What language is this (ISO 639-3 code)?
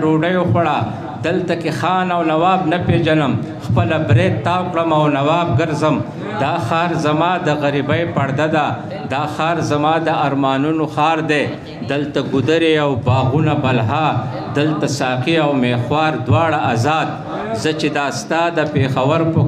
pus